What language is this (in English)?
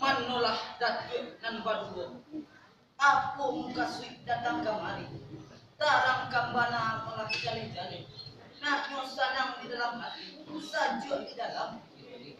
Minangkabau